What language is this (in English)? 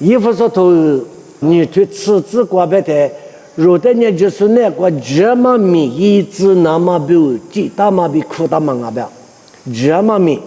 Lisu